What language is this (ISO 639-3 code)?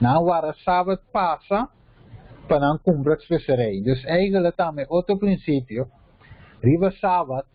pap